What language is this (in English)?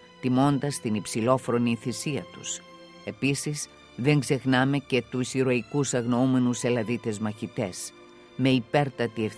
Greek